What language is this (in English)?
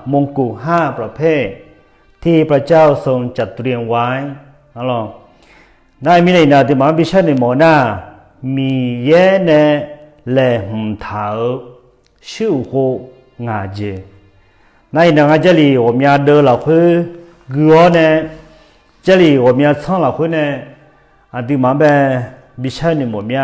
Akha